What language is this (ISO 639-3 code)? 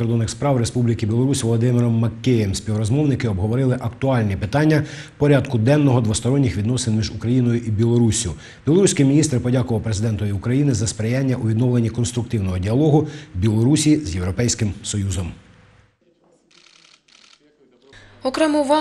ukr